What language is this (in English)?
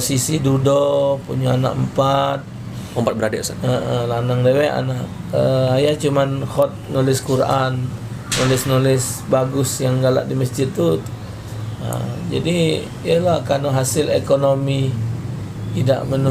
Musi